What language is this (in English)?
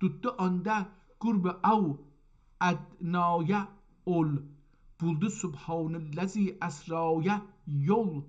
South Azerbaijani